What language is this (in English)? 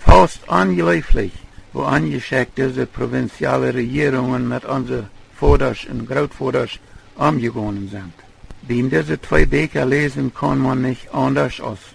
Plautdietsch